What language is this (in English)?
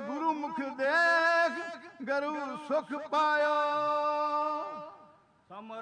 Punjabi